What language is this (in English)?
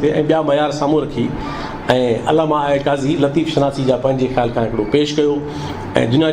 Sindhi